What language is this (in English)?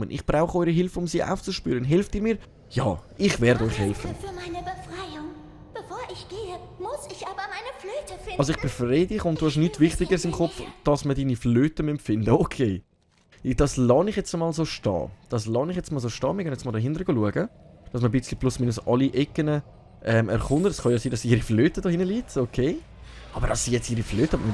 Swiss German